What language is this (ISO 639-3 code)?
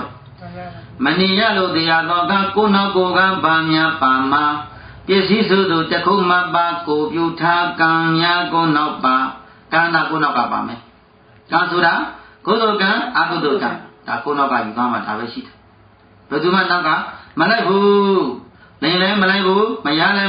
mya